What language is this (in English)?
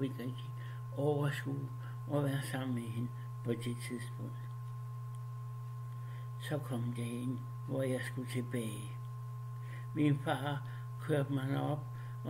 Danish